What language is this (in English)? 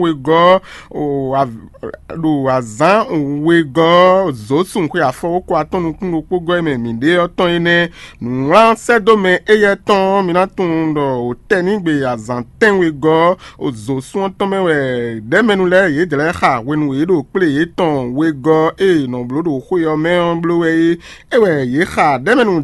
Fon